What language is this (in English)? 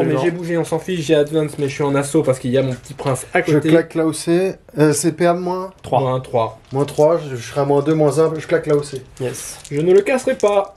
French